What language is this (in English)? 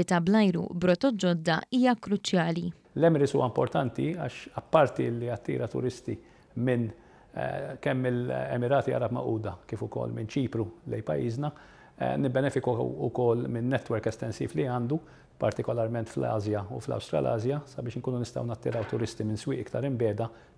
Maltese